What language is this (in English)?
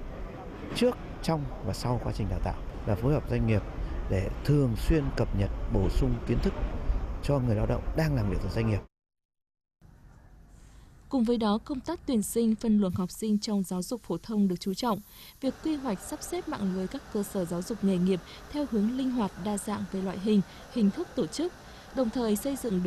Vietnamese